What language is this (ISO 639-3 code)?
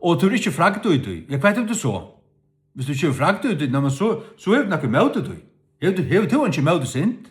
fao